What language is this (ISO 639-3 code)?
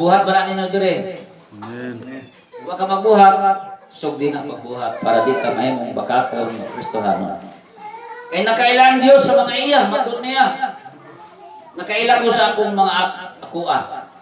ceb